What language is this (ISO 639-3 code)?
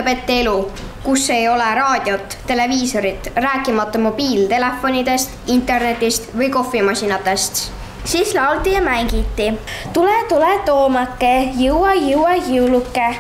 est